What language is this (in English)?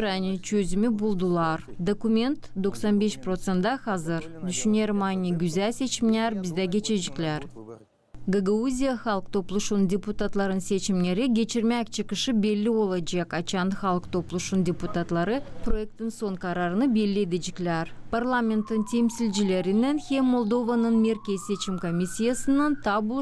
Gagauz